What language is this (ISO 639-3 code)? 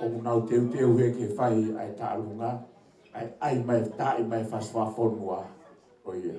ton